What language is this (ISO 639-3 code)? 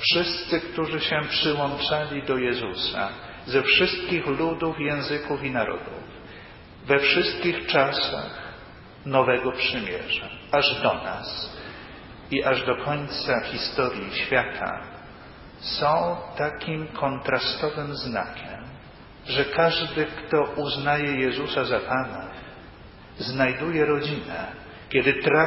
pol